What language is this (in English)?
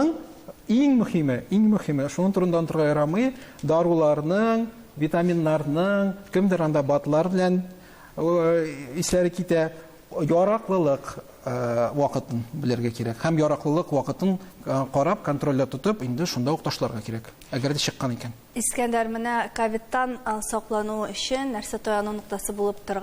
Tatar